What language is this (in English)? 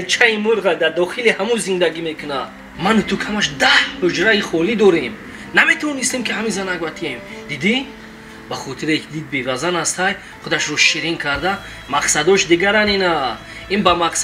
Tajik